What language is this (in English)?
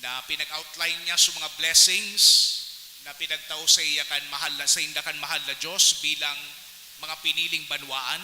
Bikol